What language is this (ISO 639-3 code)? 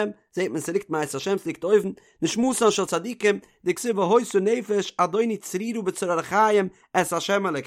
yid